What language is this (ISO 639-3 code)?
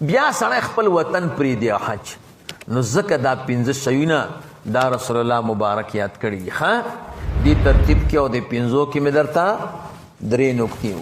pus